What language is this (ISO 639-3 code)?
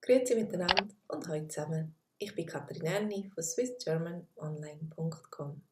gsw